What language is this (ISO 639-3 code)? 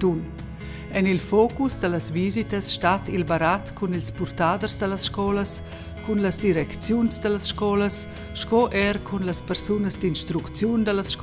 roh